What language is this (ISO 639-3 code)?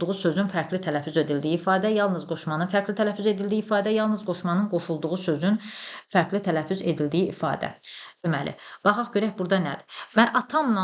aze